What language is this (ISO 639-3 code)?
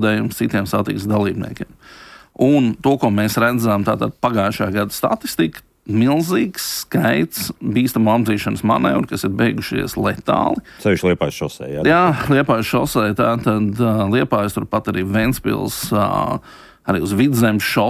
lav